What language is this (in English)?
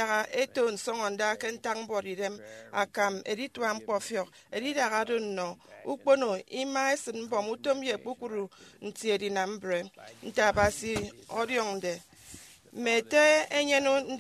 Efik